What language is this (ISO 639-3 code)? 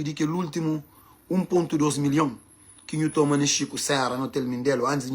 kea